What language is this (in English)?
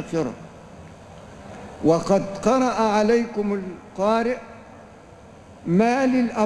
Arabic